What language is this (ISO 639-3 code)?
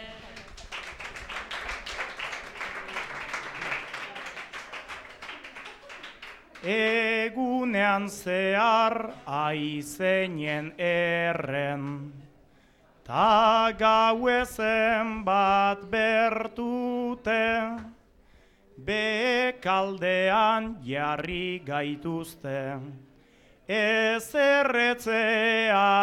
eus